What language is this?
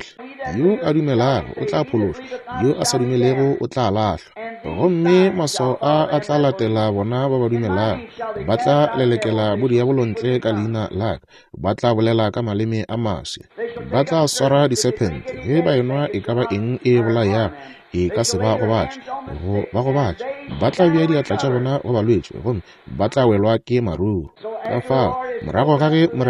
Northern Sotho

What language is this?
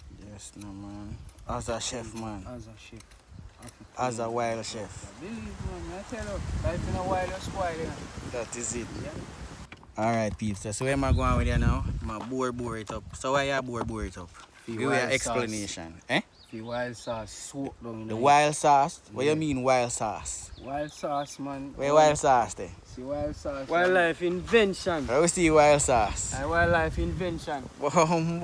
Jamaican Creole English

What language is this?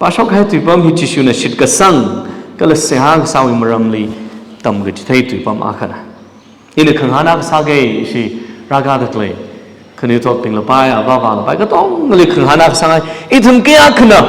Tangkhul Naga (India)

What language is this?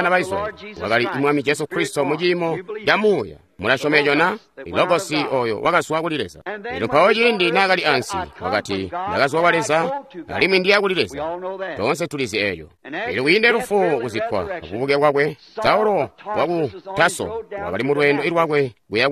Tonga (Zambia)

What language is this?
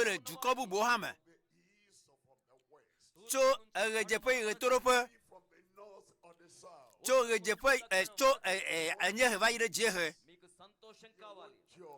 Ewe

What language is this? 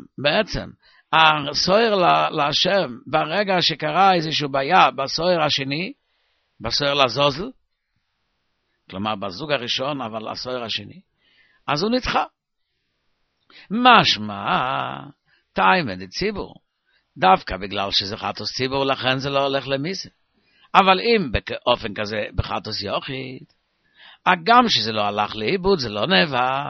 Hebrew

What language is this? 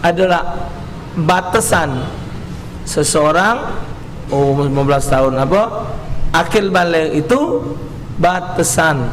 Musi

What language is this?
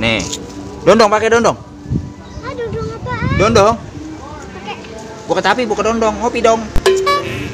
Betawi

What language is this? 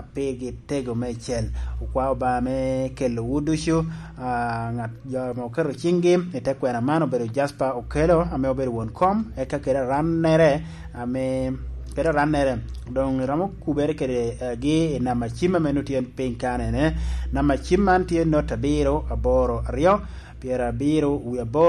Lango (Uganda)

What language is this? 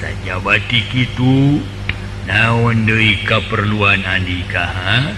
Sundanese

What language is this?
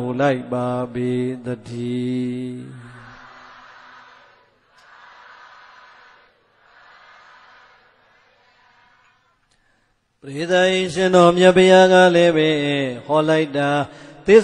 Burmese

